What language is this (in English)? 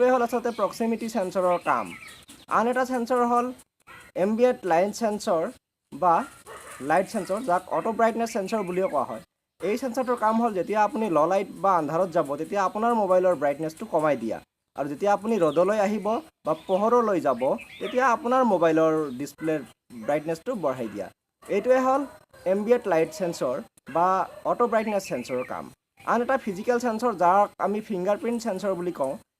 Assamese